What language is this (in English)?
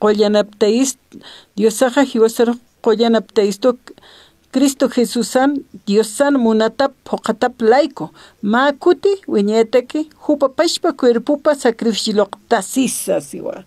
Aymara